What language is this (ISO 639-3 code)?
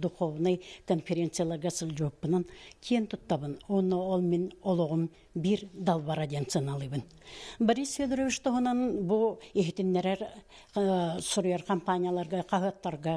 sah